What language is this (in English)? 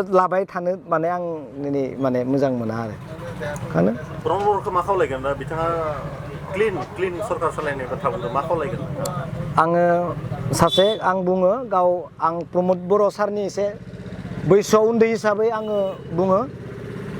Bodo